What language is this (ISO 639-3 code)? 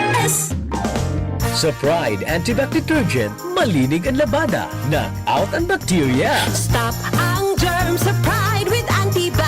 bik